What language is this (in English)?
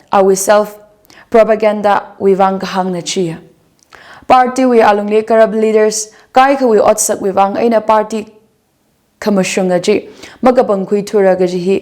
Tangkhul Naga (India)